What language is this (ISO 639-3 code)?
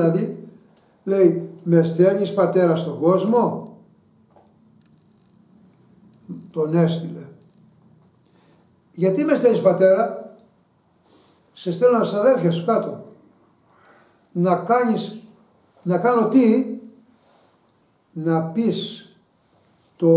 ell